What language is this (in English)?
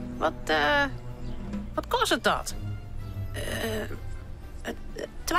Western Frisian